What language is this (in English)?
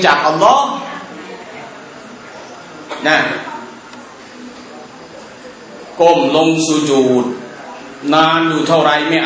Thai